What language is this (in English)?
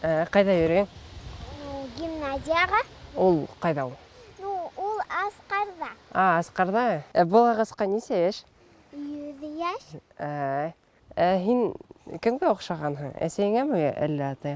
Bashkir